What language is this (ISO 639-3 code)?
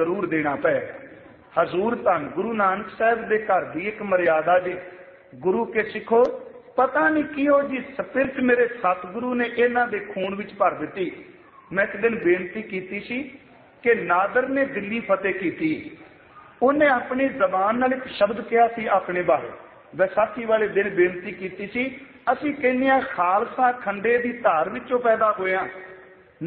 pan